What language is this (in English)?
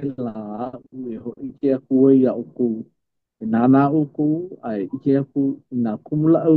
Hawaiian